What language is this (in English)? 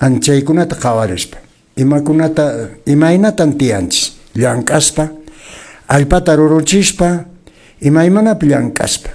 Quechua